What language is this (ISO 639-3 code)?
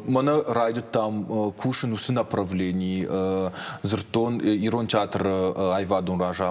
oss